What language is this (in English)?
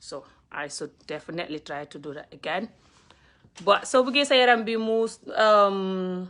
Wolof